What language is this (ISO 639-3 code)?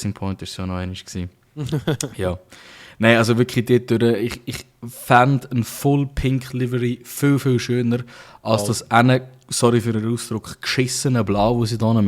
gsw